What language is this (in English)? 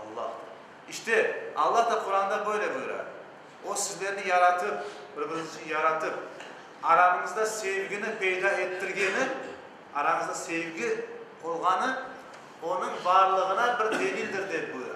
Crimean Tatar